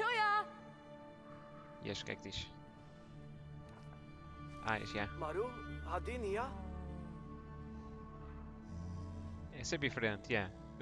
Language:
Portuguese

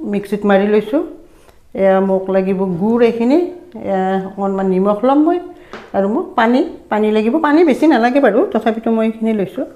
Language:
Assamese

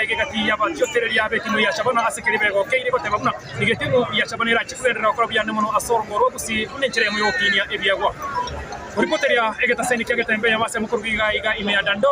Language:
Gusii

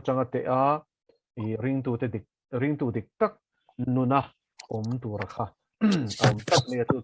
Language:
Mizo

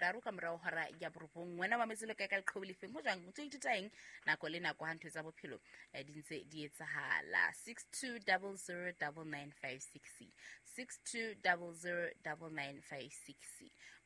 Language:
Southern Sotho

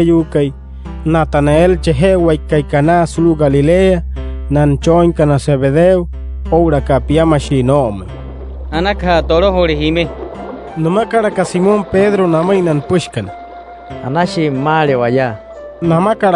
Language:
Wayuu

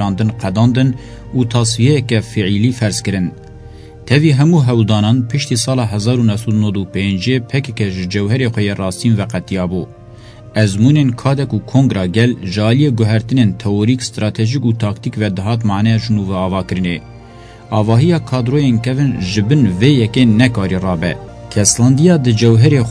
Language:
Kurdish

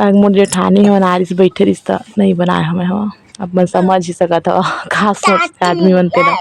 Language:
Chhattisgarhi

